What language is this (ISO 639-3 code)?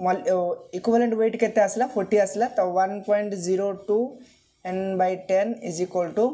ori